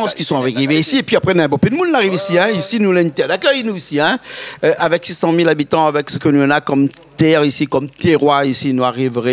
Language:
Réunion Creole French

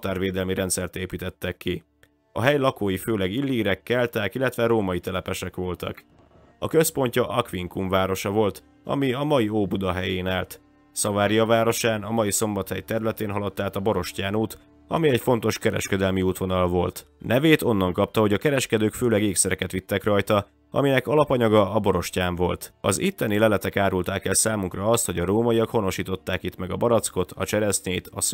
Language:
Hungarian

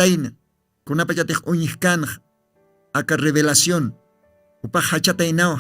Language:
Aymara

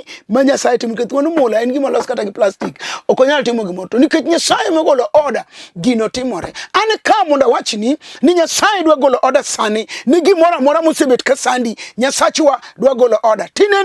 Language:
Luo (Kenya and Tanzania)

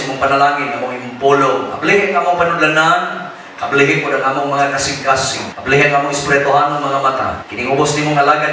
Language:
Cebuano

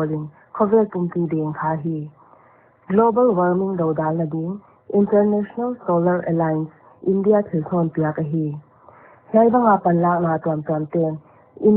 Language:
Paite Chin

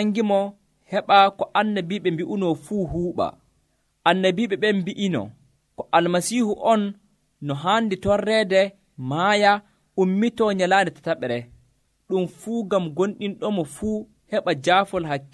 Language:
Nigerian Fulfulde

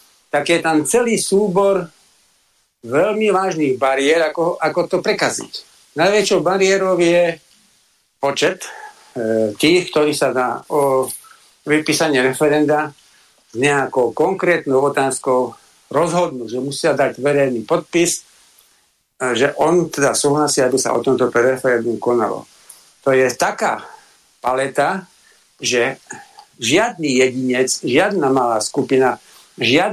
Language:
Slovak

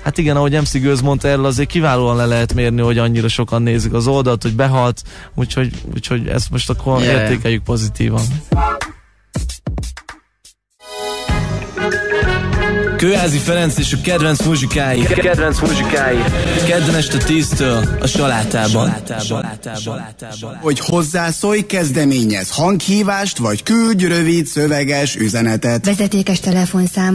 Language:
Hungarian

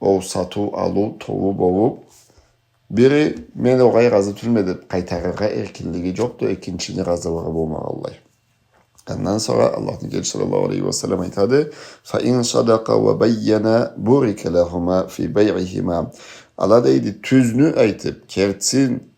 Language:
Karachay-Balkar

